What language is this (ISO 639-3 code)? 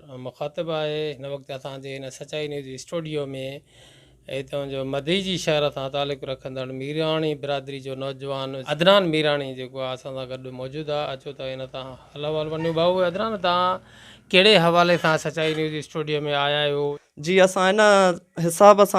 snd